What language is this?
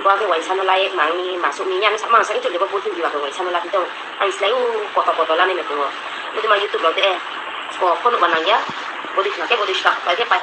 Riang (India)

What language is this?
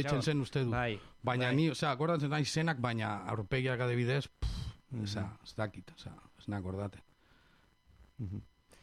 Basque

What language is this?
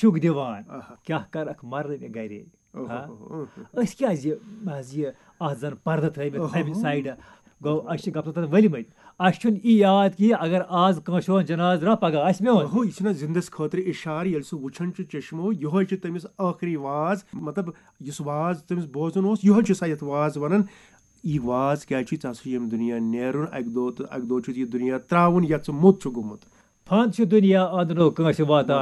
Kashmiri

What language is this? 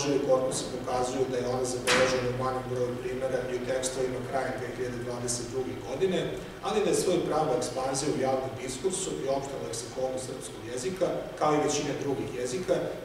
Serbian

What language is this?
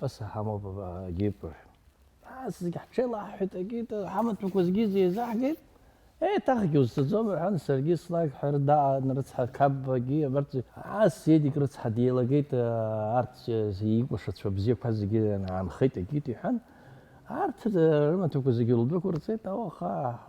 Abkhazian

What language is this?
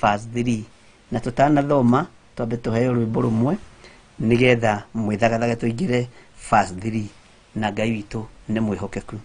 Kikuyu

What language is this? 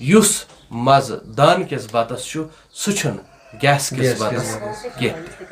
Kashmiri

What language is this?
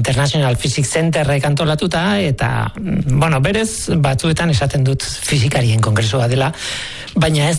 Basque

